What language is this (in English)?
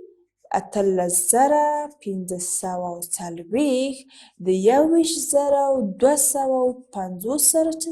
Pashto